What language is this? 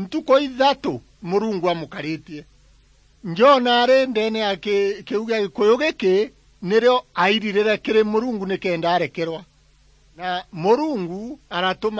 Meru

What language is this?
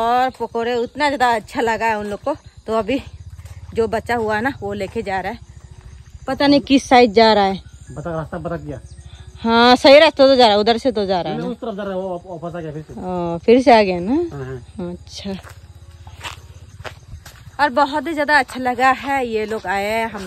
Hindi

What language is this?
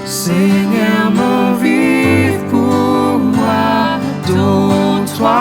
Morisyen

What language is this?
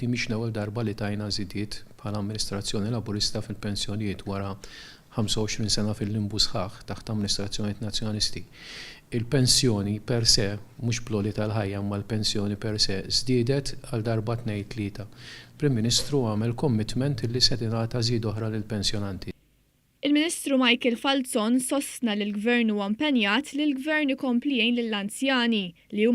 Maltese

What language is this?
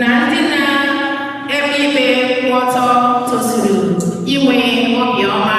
Igbo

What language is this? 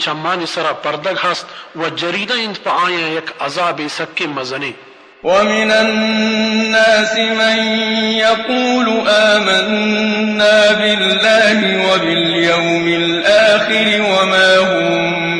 Baluchi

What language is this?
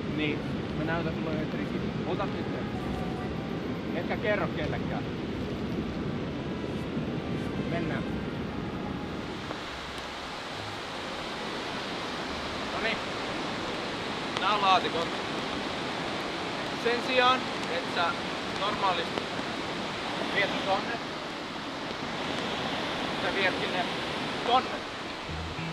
Finnish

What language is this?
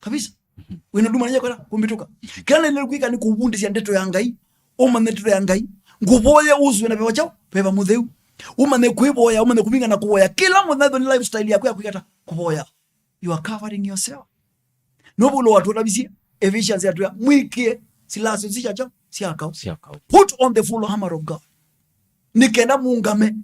Kamba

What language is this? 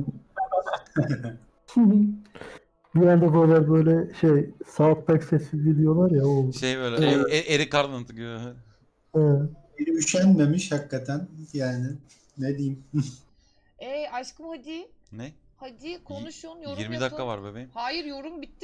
Turkish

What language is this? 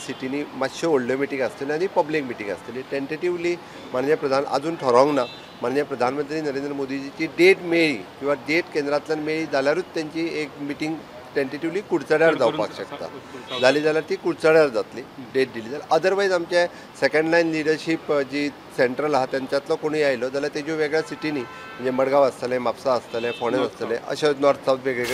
Konkani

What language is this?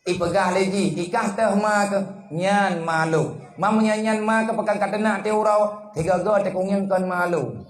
Achinese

